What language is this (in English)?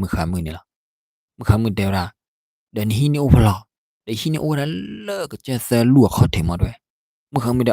S'gaw Karen